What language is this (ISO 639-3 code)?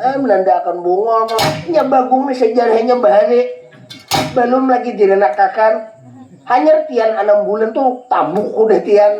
bjn